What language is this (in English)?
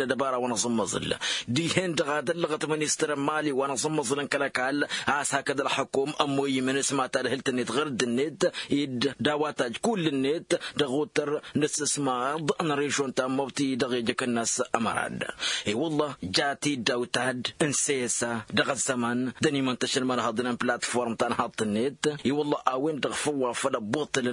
Tamasheq